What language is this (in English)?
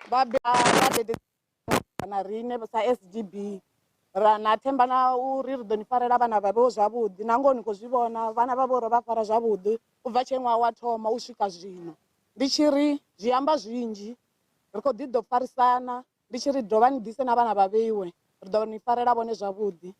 Venda